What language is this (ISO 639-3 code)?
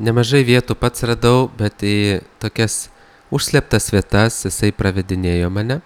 lit